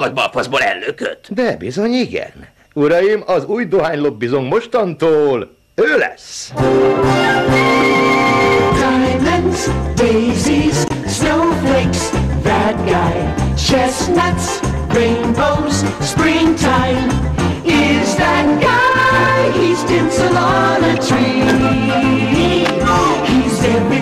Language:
Hungarian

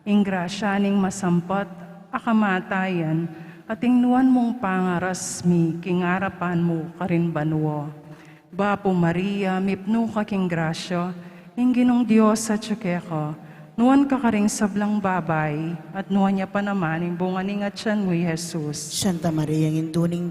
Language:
Pampanga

